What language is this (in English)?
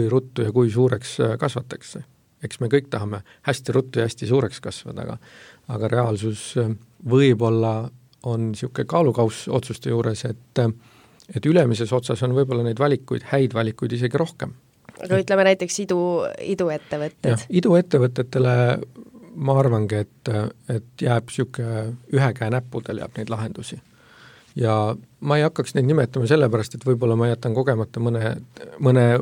Estonian